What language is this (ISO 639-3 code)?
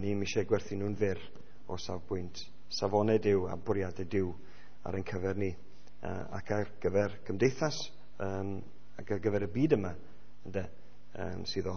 cym